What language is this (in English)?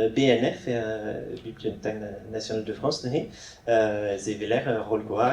Breton